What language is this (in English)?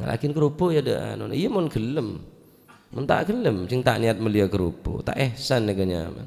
Madurese